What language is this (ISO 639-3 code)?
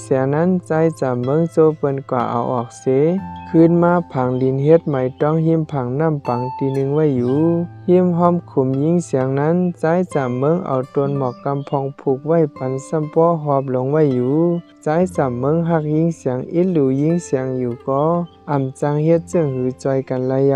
shn